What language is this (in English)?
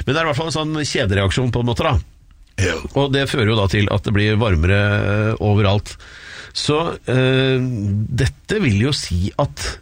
Norwegian